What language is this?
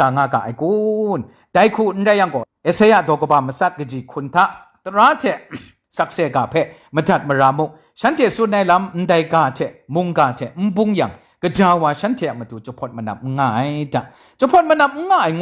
Kachin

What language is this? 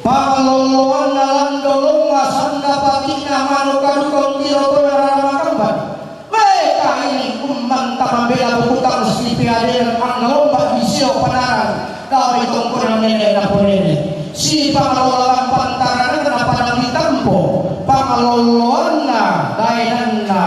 Toraja-Sa'dan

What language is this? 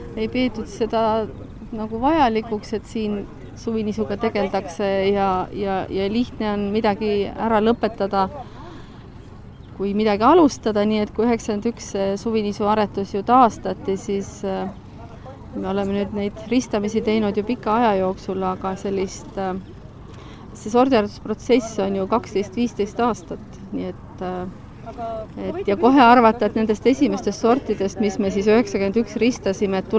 Estonian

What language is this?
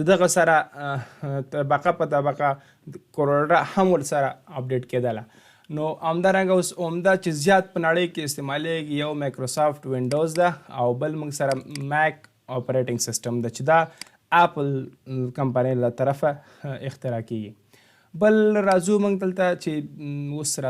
Pashto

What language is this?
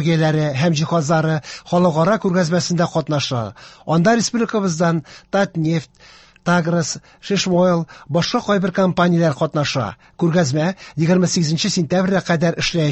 Tatar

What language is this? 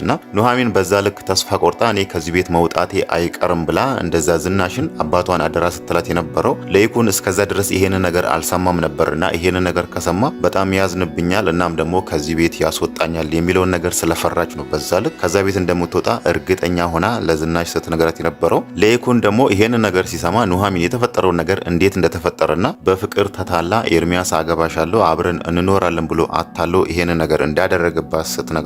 Amharic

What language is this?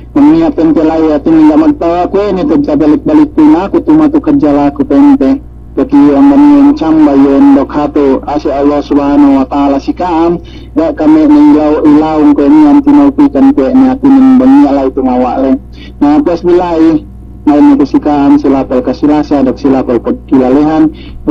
Yakan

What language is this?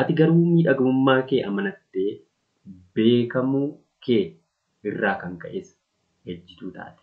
Oromo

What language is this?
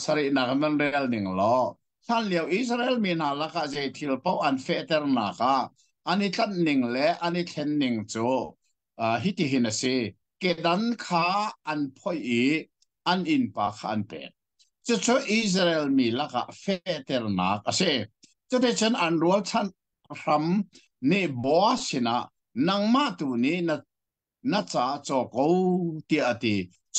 Hakha Chin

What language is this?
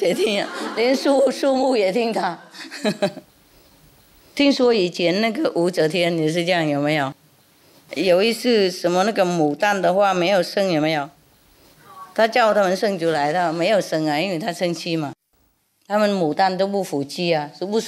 Chinese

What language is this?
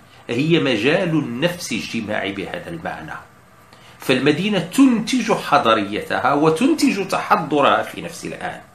Arabic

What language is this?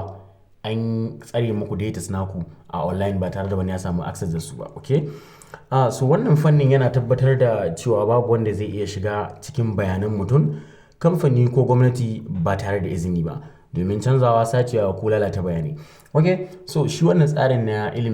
Hausa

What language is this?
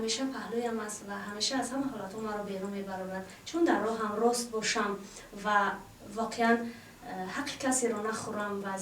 Tajik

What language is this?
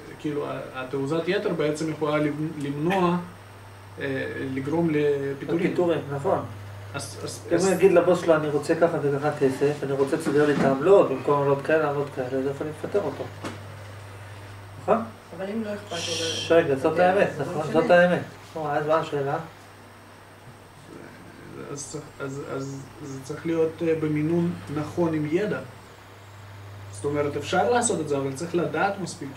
Hebrew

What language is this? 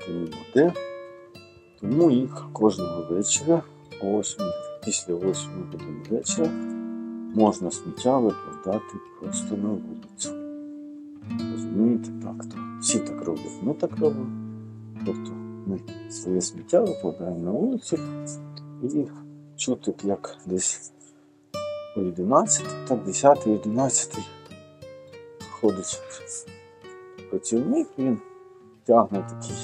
Ukrainian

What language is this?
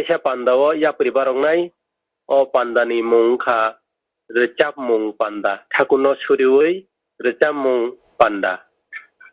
Kok Borok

